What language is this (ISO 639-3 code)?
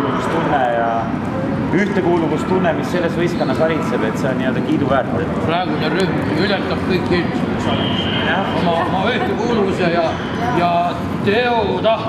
est